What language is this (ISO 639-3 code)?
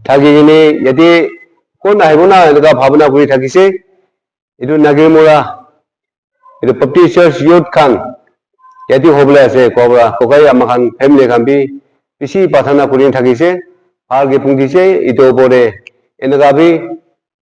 nag